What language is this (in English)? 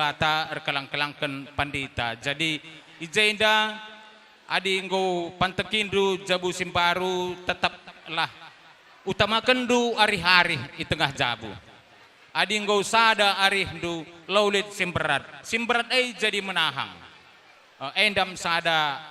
Batak Karo